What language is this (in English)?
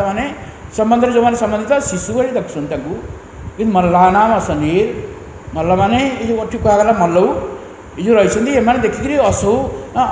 Odia